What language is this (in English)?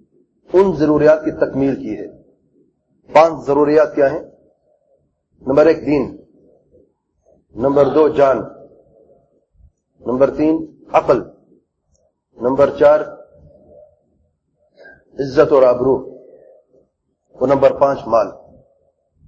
Urdu